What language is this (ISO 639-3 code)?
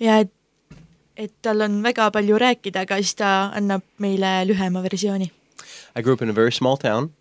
est